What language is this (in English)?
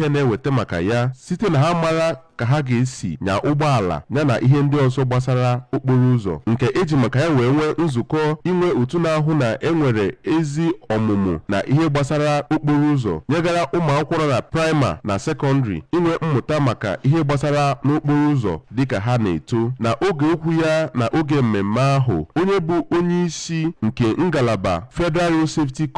Igbo